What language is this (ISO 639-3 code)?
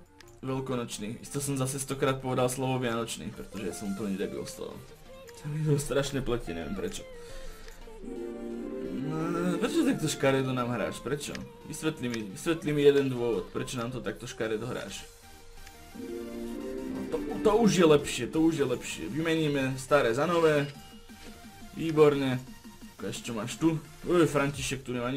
slk